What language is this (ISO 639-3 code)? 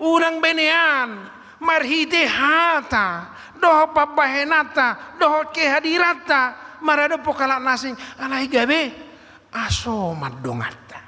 bbc